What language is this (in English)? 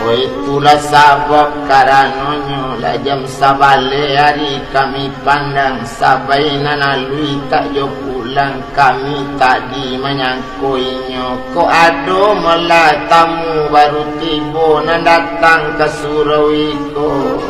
Minangkabau